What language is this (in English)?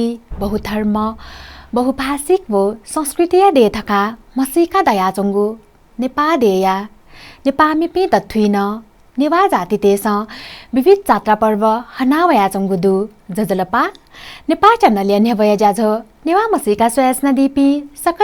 Newari